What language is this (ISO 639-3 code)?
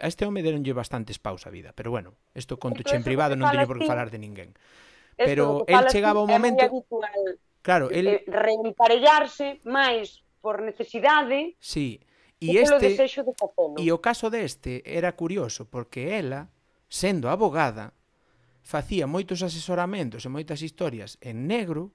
glg